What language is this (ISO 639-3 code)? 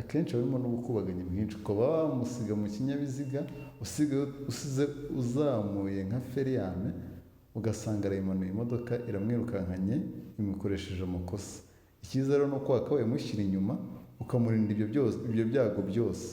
kin